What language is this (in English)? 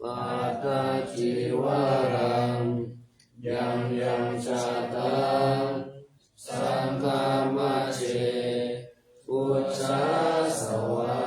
Pali